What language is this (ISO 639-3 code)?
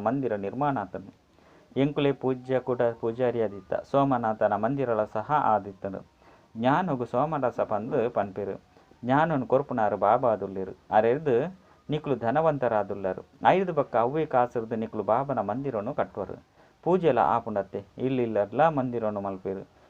tcy